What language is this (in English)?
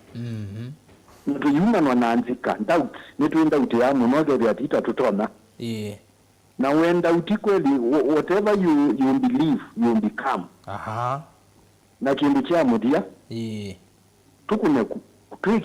Kamba